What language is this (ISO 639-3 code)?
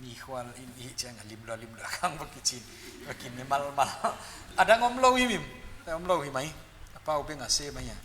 pck